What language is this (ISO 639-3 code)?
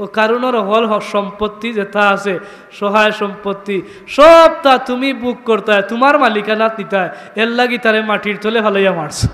syl